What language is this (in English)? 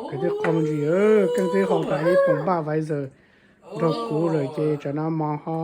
Hmong